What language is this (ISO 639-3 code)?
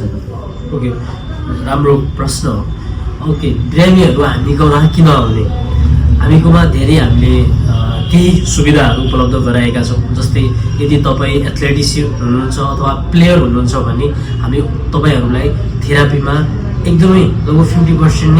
nep